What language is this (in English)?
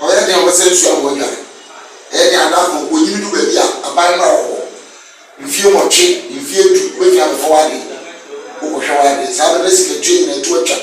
Akan